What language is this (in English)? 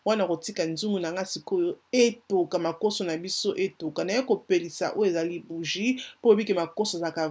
Lingala